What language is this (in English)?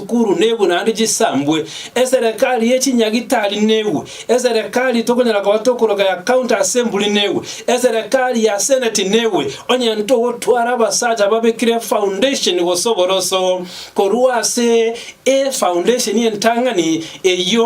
Gusii